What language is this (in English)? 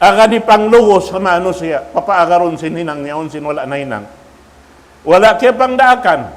Tausug